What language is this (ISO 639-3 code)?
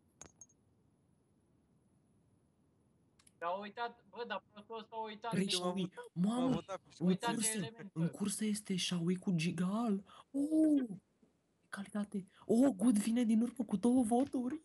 ron